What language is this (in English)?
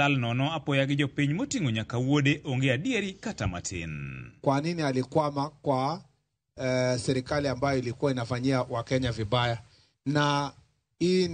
Luo (Kenya and Tanzania)